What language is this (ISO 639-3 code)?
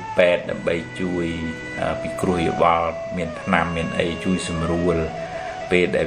khm